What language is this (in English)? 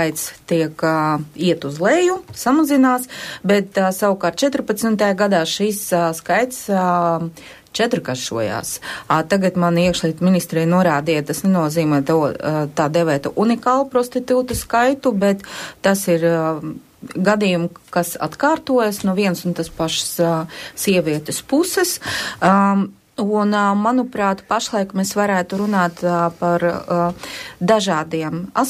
Latvian